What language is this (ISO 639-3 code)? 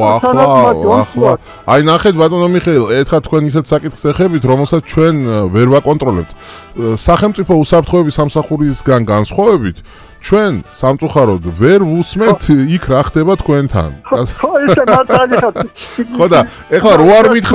kat